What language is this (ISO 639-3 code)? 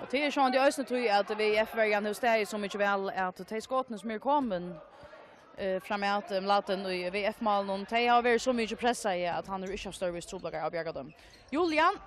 fao